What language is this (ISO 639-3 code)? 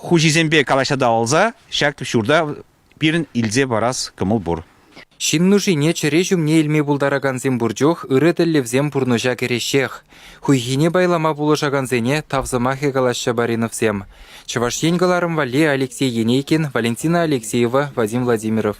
chv